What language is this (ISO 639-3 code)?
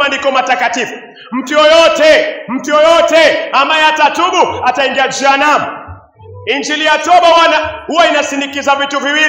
swa